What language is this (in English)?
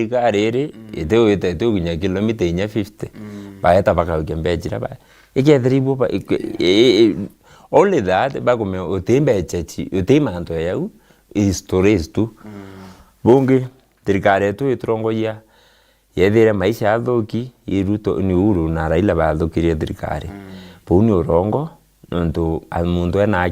Meru